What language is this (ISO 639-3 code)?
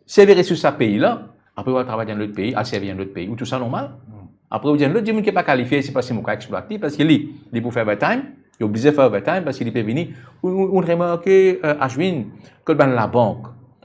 mfe